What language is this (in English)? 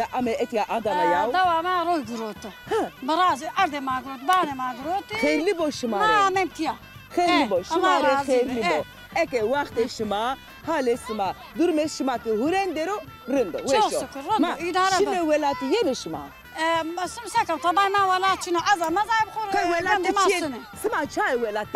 Zaza